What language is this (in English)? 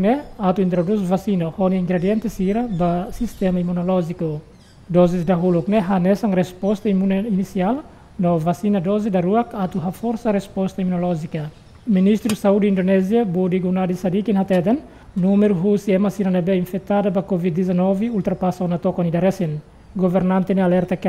Tetum